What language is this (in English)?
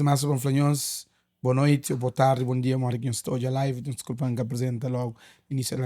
Kabuverdianu